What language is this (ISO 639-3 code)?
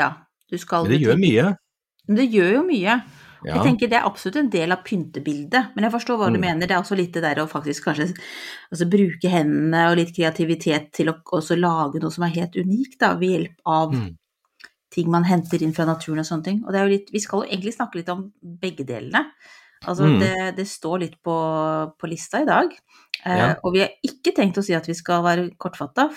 nor